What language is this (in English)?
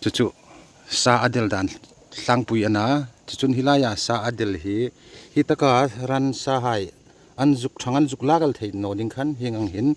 Hmar